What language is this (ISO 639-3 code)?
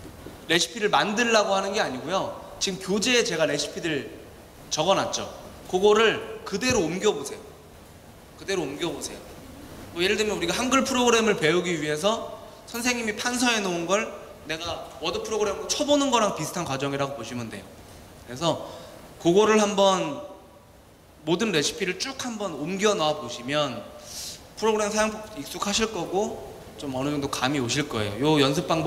kor